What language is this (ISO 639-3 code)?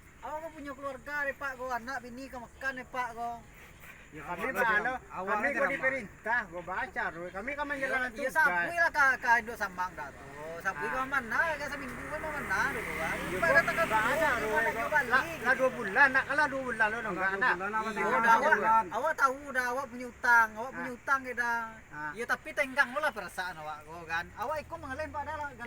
min